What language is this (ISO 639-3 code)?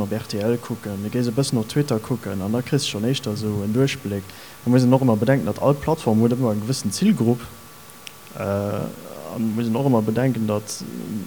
ltz